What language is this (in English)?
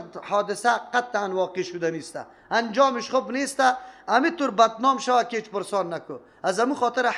Persian